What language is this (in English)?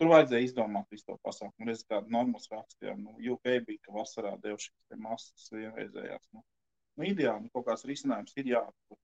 Latvian